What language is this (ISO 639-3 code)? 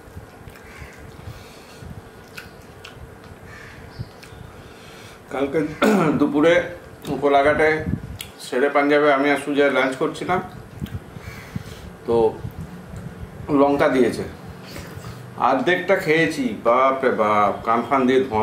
ben